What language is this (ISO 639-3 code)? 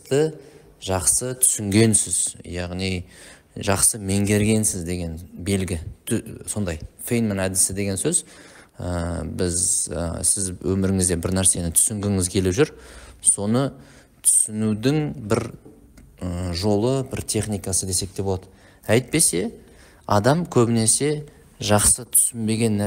kaz